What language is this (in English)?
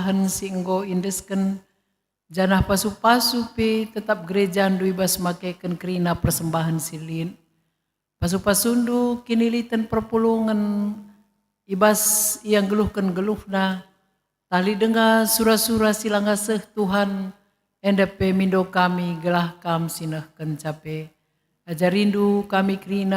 Batak Karo